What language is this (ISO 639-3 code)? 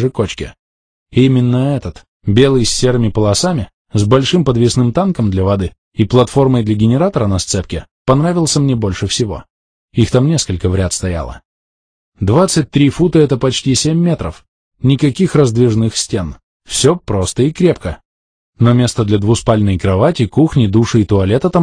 rus